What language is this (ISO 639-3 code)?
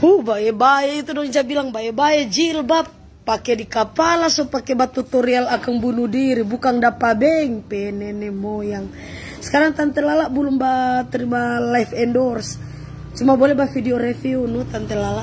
xmm